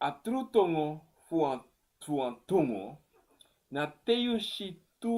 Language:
Sranan Tongo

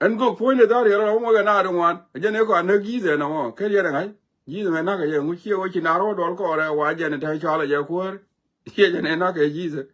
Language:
Nuer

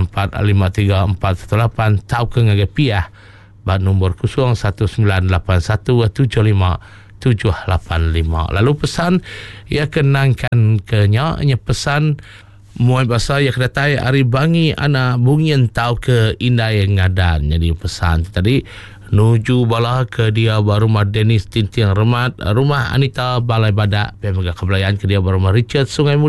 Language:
Iban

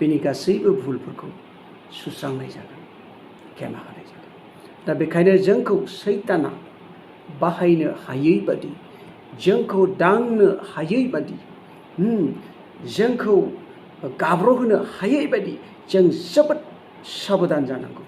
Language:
Bodo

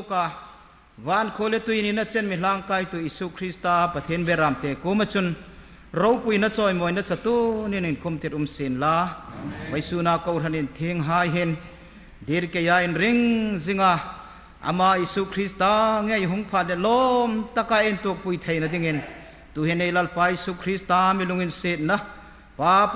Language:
Hmar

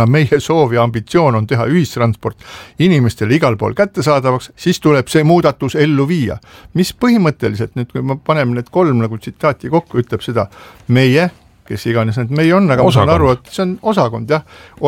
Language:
Estonian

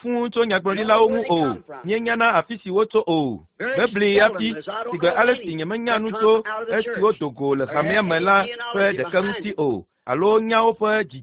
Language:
Ewe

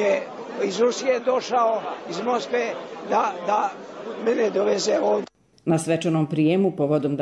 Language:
Serbian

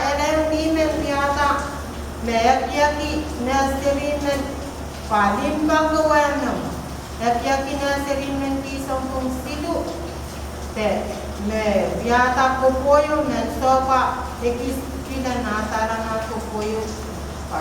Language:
Pohnpeian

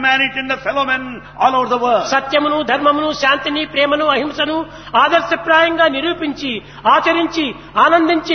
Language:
Telugu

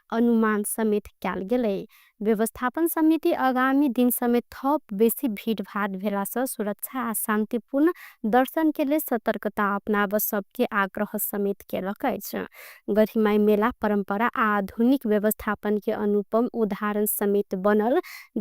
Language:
Maithili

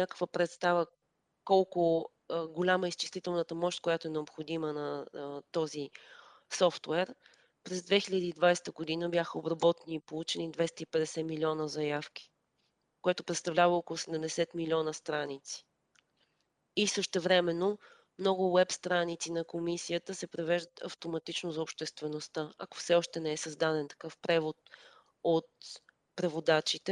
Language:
Bulgarian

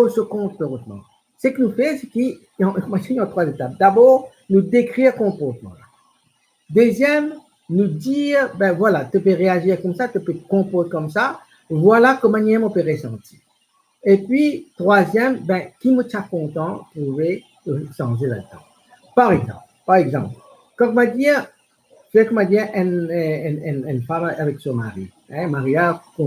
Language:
Morisyen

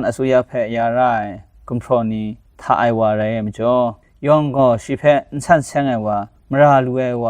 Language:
Kachin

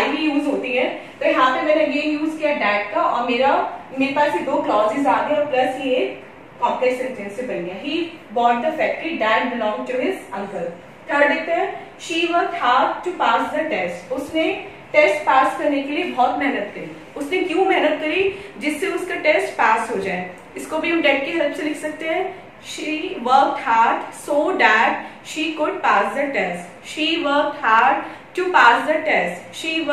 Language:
Hindi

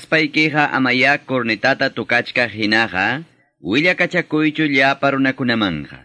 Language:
Quechua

